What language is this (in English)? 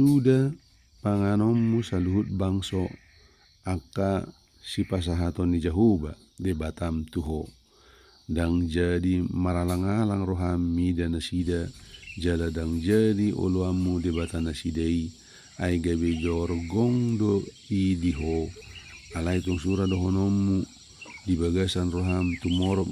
Batak Toba